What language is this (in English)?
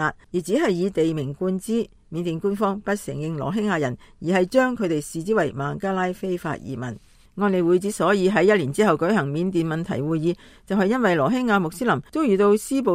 Cantonese